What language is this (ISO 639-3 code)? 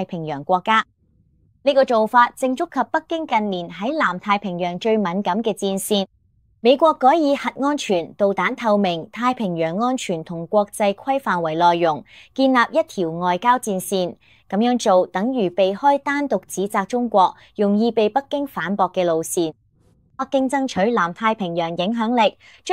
yue